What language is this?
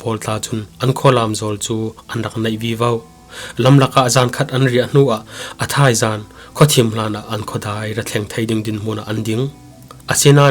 Falam Chin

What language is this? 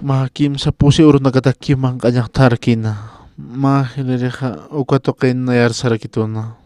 Aymara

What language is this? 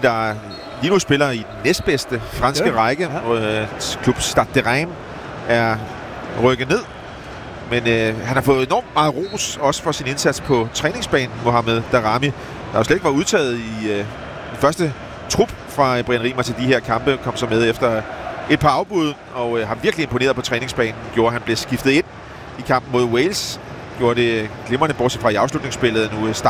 Danish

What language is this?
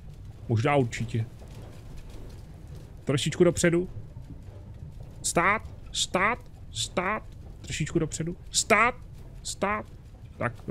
Czech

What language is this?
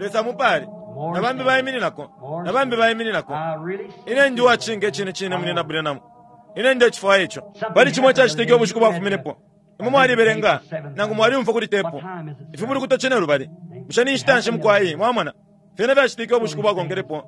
Bemba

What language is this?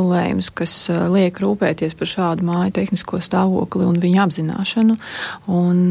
Latvian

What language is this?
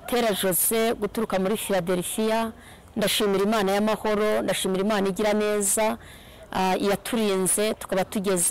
Kinyarwanda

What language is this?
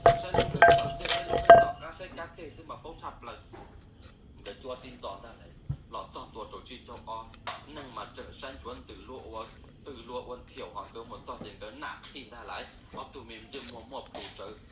Hmong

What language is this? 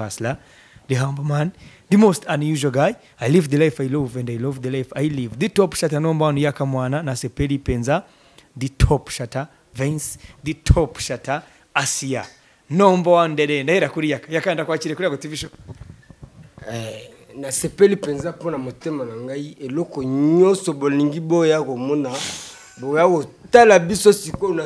Kinyarwanda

